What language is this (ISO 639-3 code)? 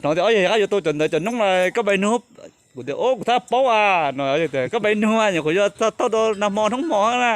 hmn